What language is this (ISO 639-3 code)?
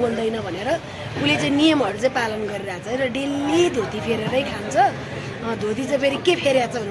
nep